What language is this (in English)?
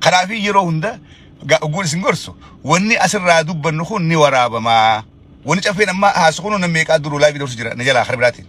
Oromo